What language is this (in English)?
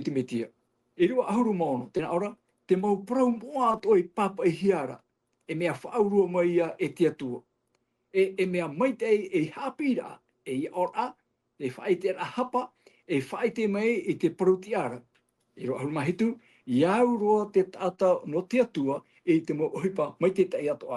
Tahitian